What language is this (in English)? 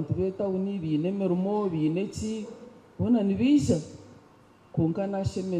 Nyankole